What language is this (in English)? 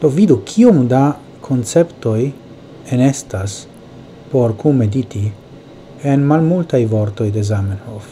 Esperanto